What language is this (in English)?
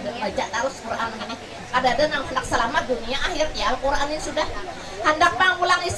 Banjar